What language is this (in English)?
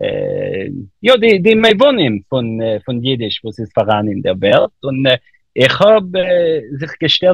Yiddish